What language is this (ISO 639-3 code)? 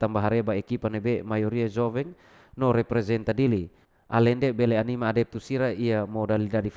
tet